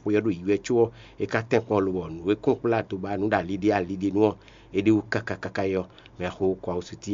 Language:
Fon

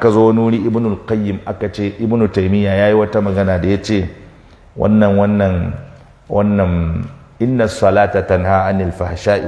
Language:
Hausa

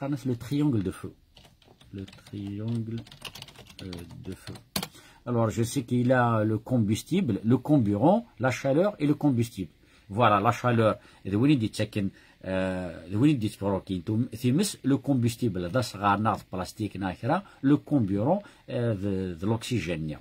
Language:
Kabyle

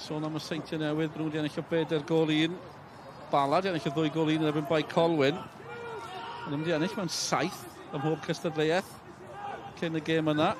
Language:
Welsh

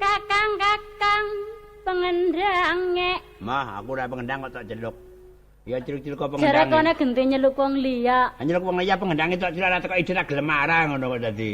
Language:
Javanese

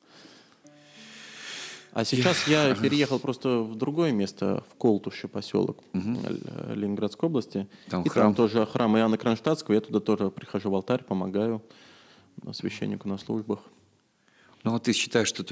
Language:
Russian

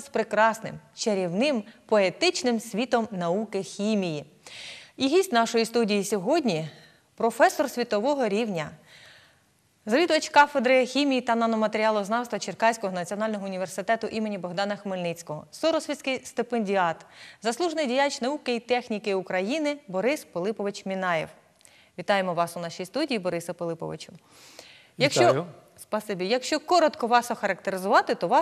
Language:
Ukrainian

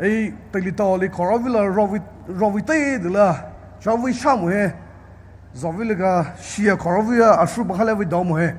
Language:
Poumei Naga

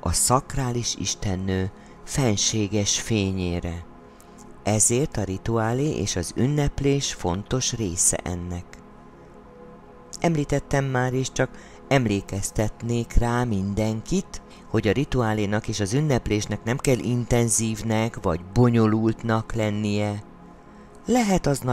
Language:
Hungarian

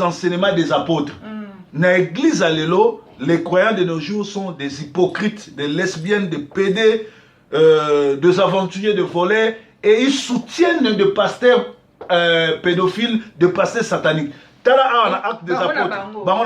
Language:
Lingala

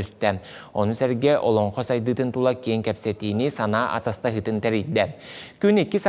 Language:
Yakut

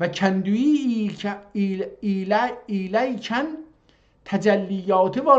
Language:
South Azerbaijani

